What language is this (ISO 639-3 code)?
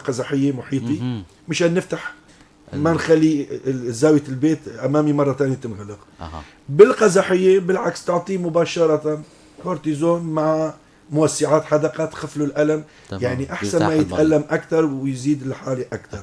apc